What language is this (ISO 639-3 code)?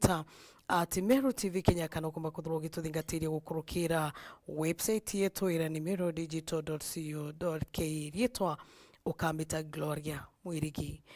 mer